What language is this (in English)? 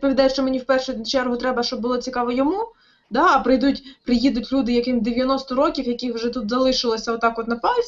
Ukrainian